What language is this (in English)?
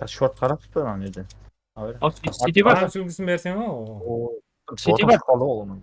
Kara-Kalpak